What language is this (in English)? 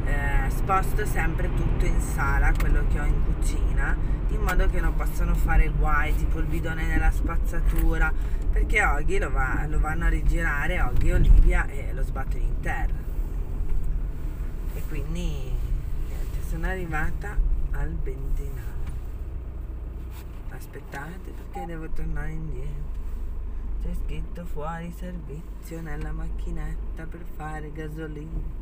Italian